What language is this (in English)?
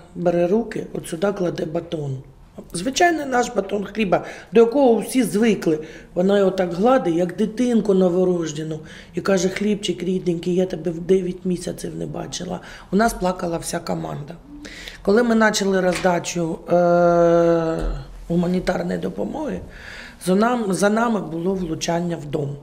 Ukrainian